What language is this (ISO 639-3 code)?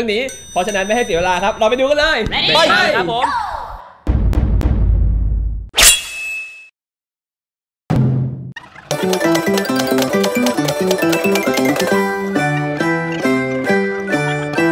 tha